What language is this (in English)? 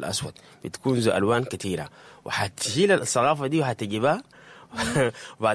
Sudanese Arabic